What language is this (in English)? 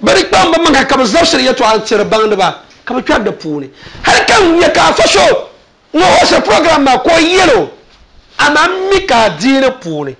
Dagbani